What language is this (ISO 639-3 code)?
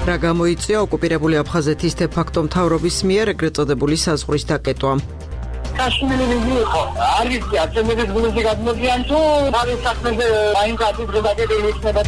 kat